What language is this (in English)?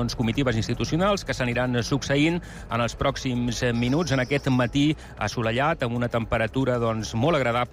Catalan